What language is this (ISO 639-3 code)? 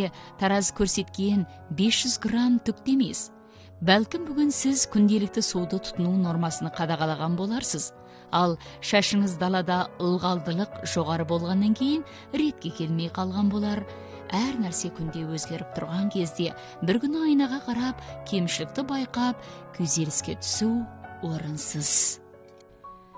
kaz